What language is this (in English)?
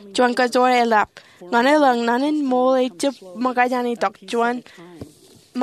Marshallese